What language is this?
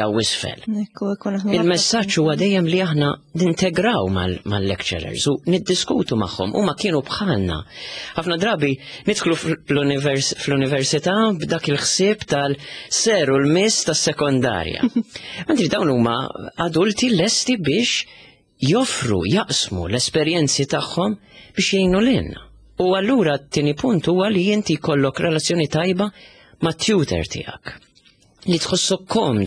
Maltese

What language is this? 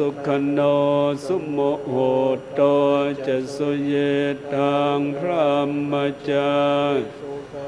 Pali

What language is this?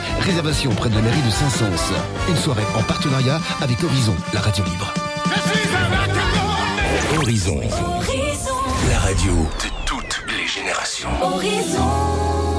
French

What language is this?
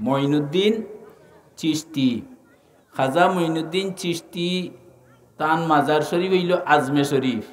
Sylheti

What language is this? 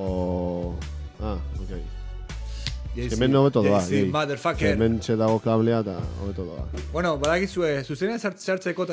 Basque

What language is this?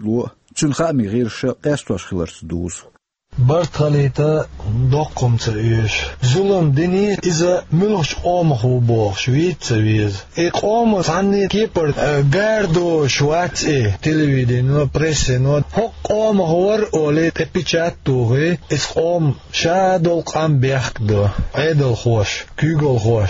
Chechen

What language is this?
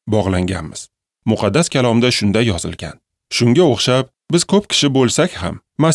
Uzbek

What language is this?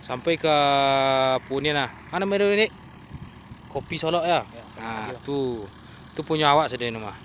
Minangkabau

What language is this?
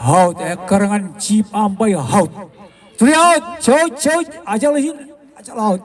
Marshallese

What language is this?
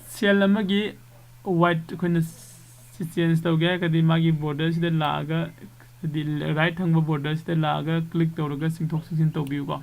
Manipuri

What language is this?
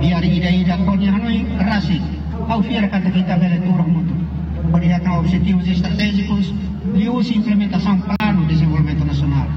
Tetum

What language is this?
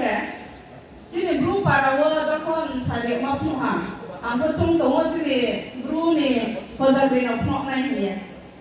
Riang (India)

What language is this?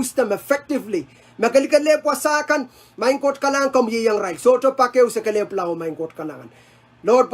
Pohnpeian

